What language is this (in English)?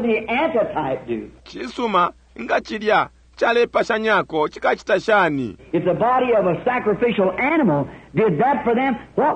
Bemba